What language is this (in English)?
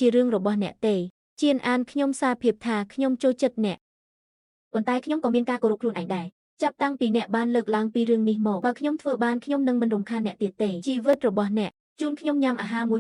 Khmer